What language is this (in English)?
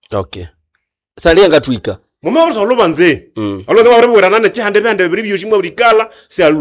Nande